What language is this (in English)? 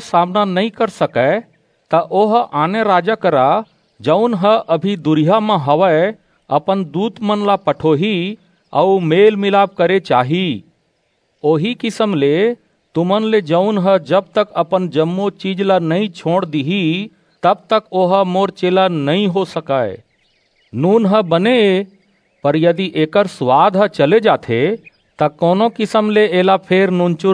Chhattisgarhi